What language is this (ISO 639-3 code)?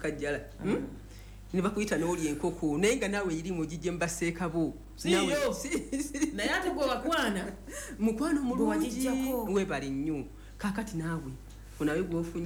lug